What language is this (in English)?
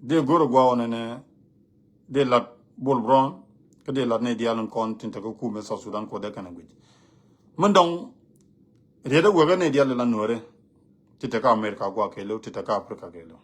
Nuer